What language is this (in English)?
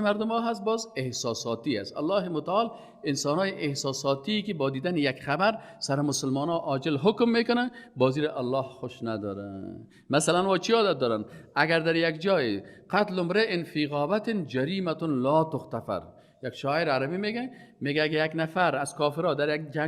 Persian